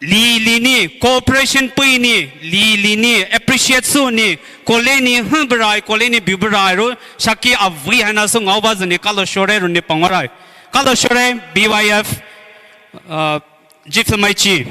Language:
Poumei Naga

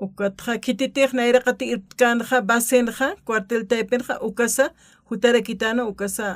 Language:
Aymara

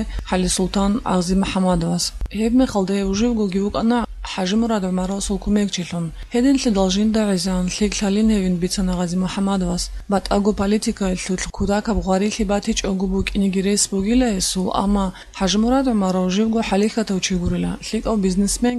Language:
Avaric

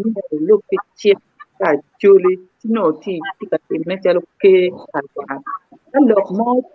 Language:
Acoli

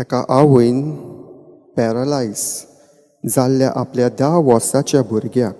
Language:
Konkani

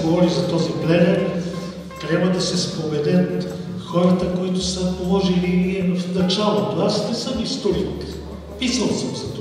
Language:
Bulgarian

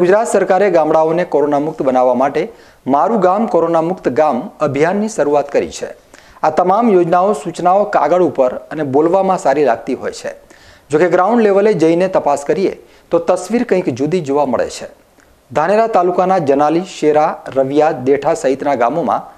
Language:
Gujarati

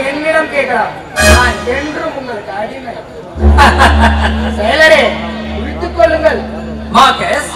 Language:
Tamil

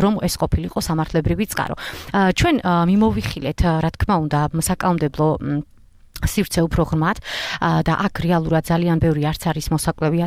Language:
Georgian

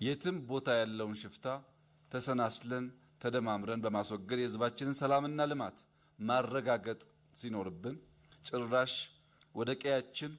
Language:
Amharic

